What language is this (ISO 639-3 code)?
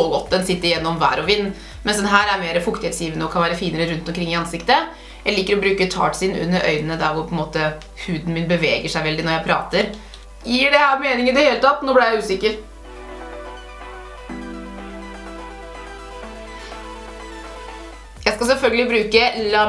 nor